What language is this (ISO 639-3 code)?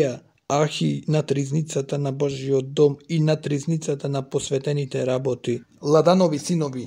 mkd